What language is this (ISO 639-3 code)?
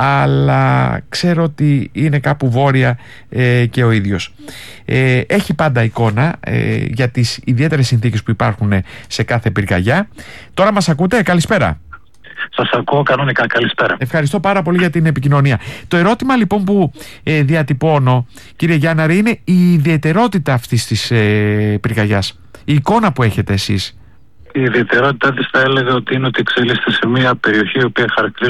ell